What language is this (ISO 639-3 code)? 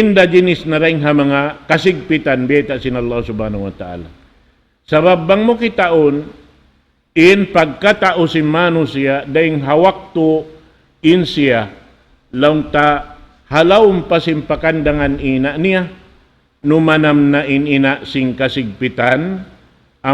tsg